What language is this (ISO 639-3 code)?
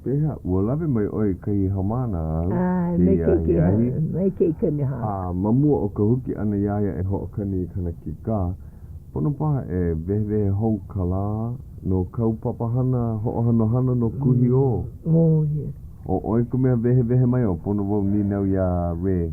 haw